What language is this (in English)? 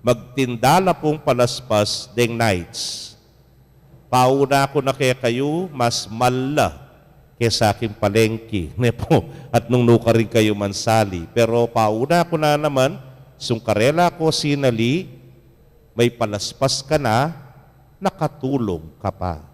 Pampanga